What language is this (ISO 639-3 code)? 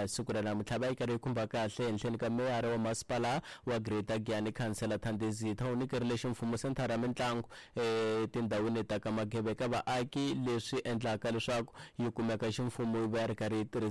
tso